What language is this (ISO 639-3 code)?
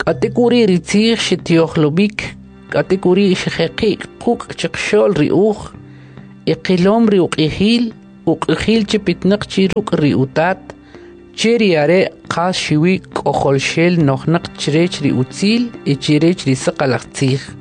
quc